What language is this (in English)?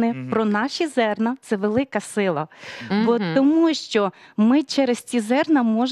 Ukrainian